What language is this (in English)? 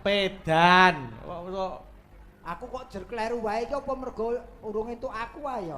Javanese